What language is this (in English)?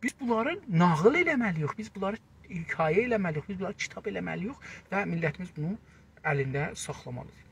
South Azerbaijani